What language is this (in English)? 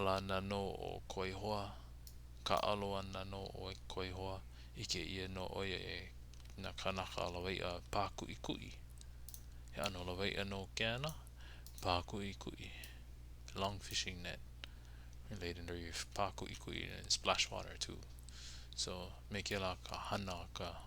Hawaiian